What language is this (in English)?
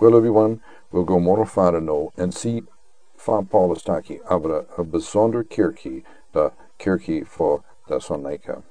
Sranan Tongo